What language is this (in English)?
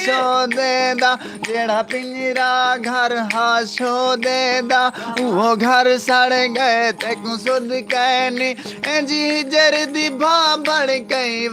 Saraiki